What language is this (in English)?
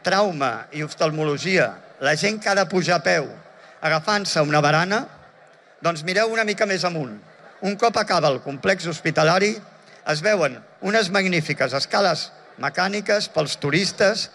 Catalan